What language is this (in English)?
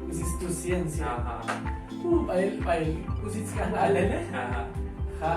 Tzotzil